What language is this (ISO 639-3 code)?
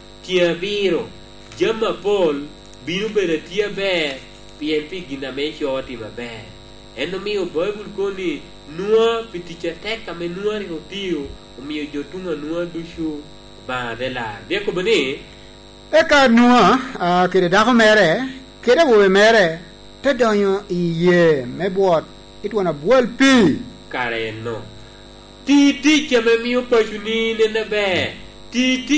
laj